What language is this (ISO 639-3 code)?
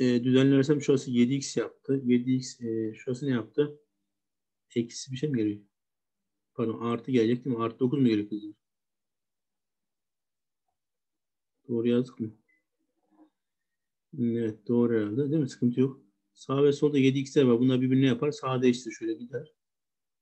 tur